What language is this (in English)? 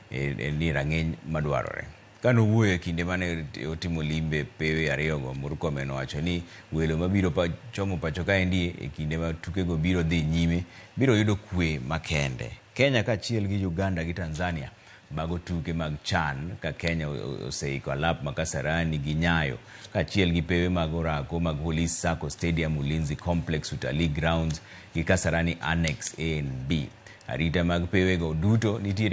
Luo (Kenya and Tanzania)